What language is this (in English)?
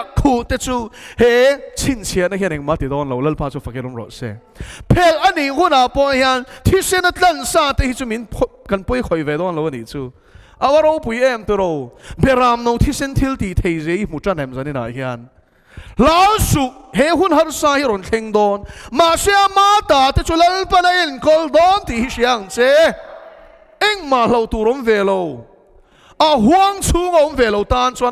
Mizo